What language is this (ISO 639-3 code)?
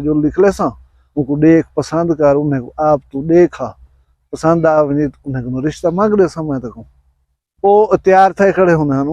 skr